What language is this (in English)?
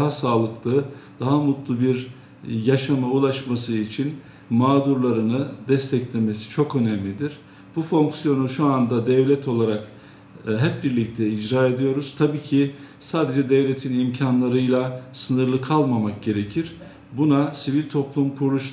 Turkish